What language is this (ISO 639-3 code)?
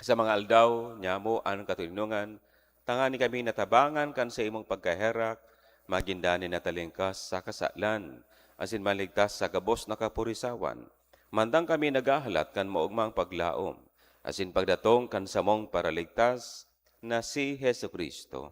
bik